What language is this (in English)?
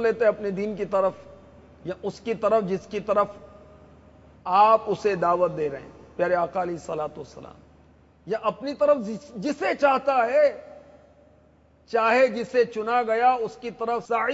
Urdu